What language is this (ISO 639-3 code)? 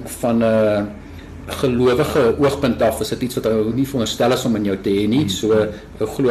afr